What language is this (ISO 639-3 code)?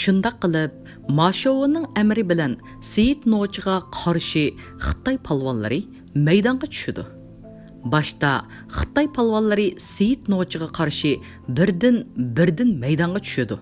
uig